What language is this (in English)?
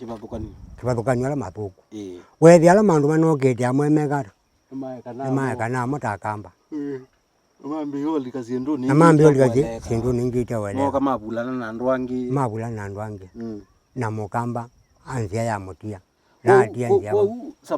Kamba